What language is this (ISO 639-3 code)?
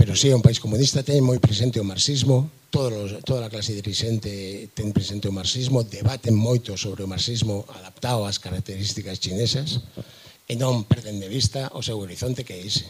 glg